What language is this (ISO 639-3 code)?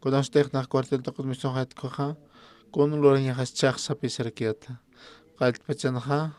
aym